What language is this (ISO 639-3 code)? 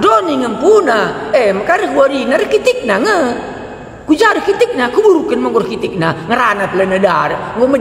btx